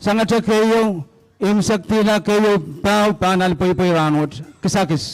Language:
Pohnpeian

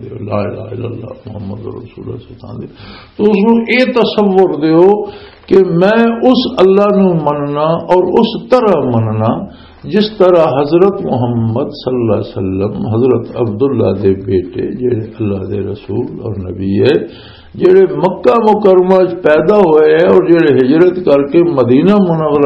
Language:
Western Panjabi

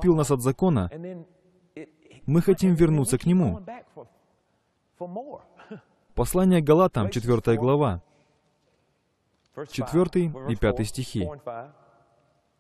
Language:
Russian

